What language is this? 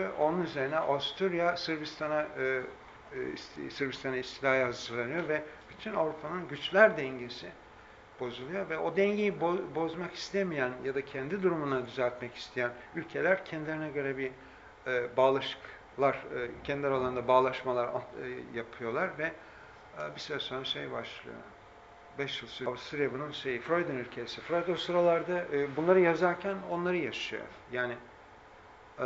Turkish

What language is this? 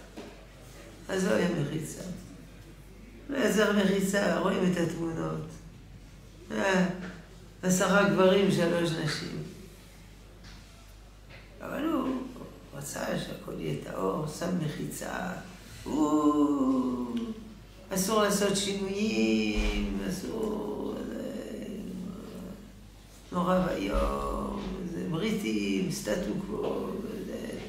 Hebrew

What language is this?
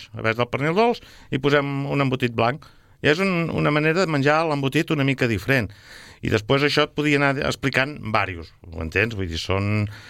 Catalan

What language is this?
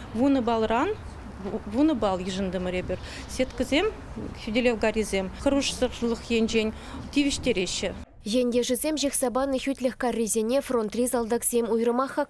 Chuvash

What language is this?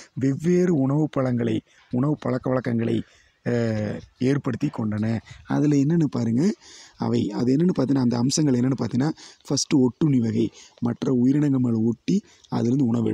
Tamil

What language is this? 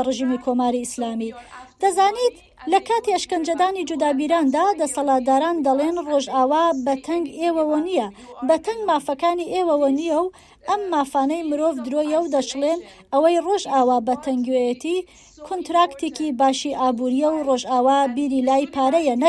Central Kurdish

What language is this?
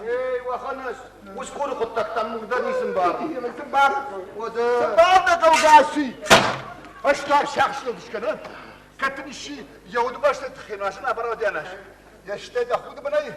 Ossetic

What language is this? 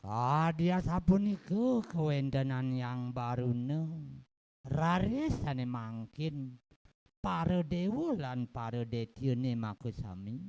Balinese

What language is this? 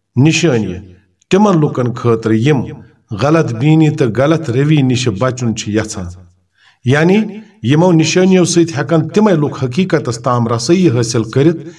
Kashmiri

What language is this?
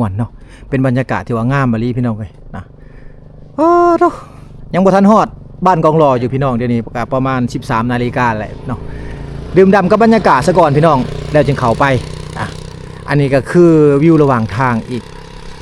Lao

